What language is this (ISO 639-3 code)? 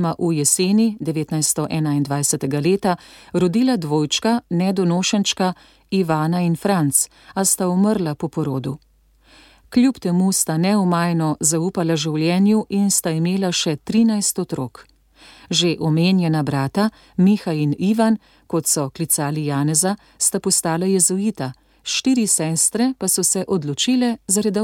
slv